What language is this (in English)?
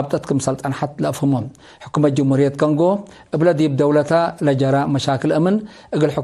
Tigre